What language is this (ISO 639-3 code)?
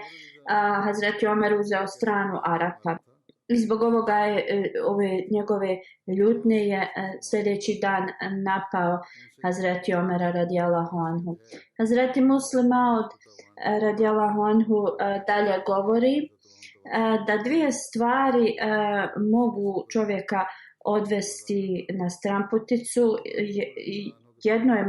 bos